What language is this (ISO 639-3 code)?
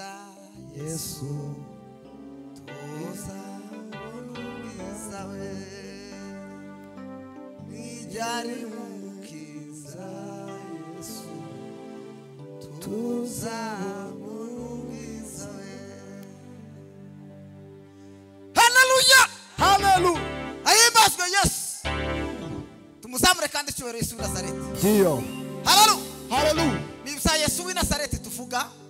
kin